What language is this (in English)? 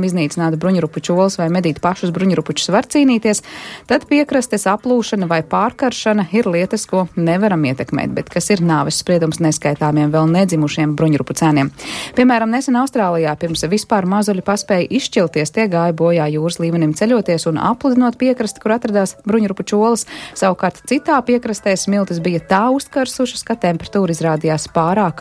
Latvian